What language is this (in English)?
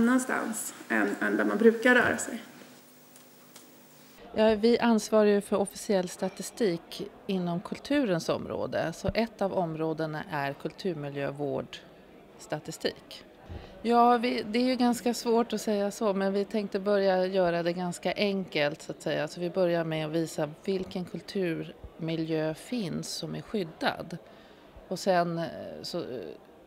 Swedish